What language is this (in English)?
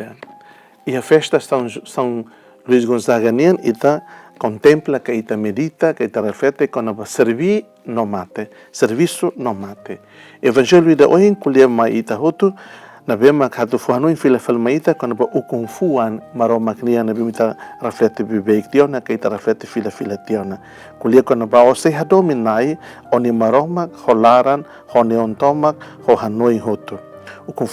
Tetum